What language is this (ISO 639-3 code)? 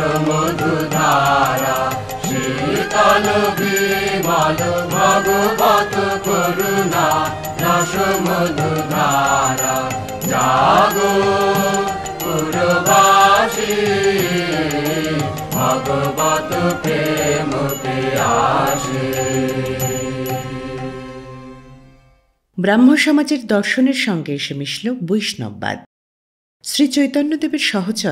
ben